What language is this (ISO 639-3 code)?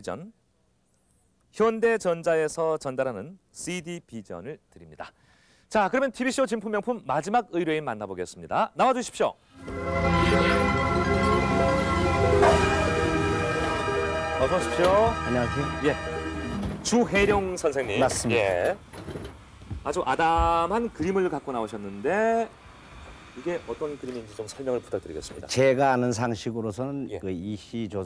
kor